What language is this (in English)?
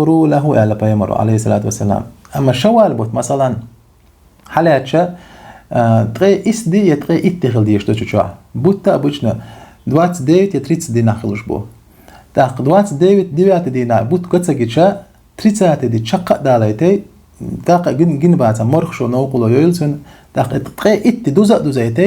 Chechen